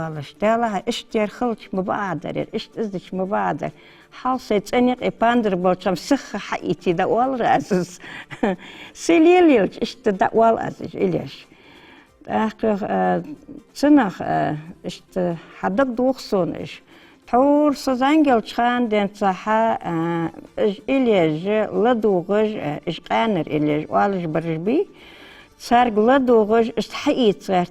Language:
Ingush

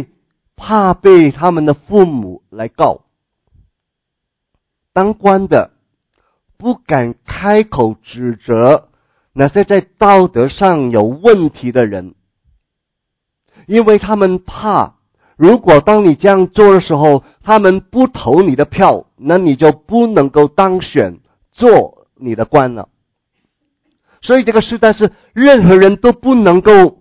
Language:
Chinese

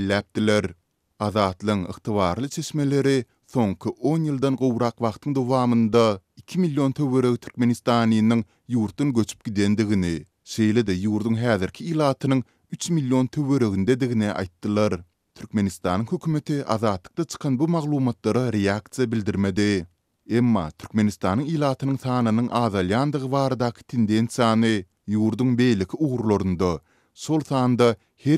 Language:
Turkmen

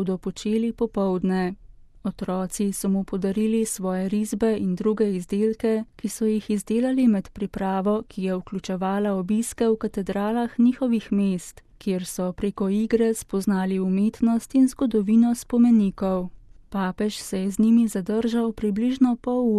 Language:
Slovenian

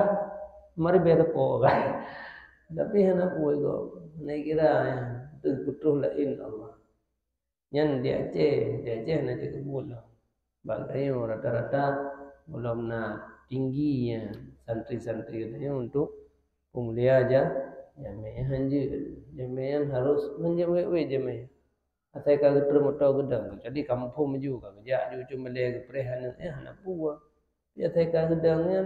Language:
Achinese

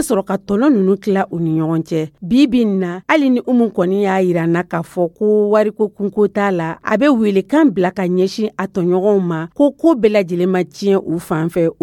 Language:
Dyula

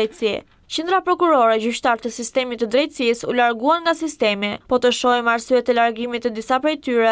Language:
Albanian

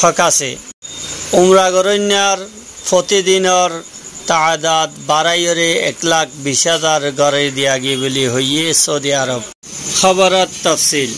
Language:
Rohingya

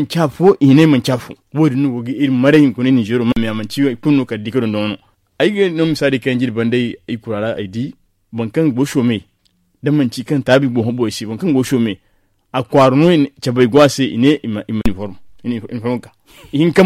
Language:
Zarma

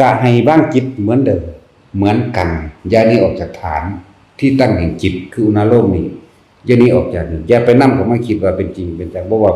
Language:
Lao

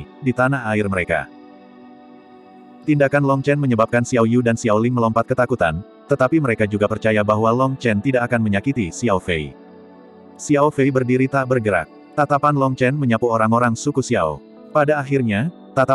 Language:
Indonesian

